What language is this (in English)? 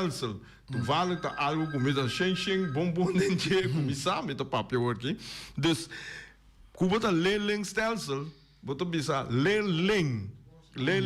Papiamento